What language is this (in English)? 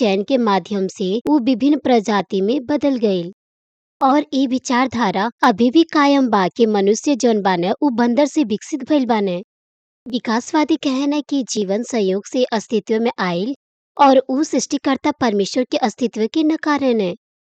Bhojpuri